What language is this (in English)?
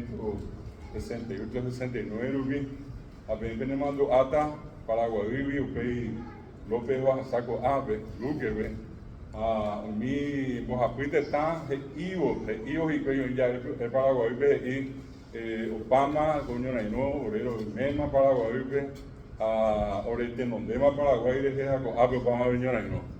Guarani